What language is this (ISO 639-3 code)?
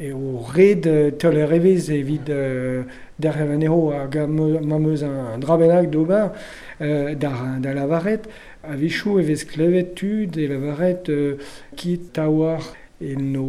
bre